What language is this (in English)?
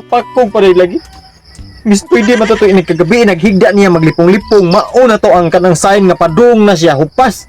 Cebuano